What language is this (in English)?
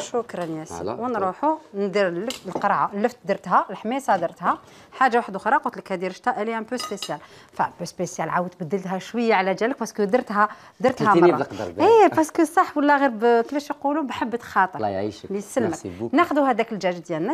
Algerian Arabic